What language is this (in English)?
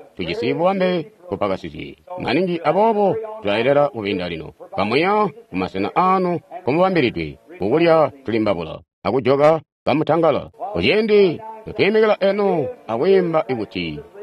Tonga (Zambia)